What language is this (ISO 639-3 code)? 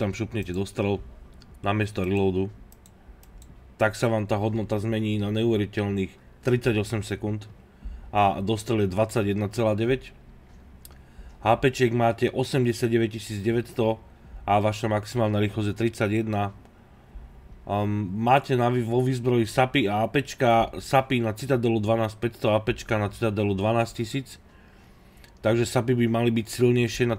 slk